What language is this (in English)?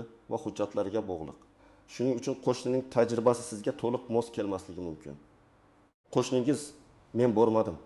Uzbek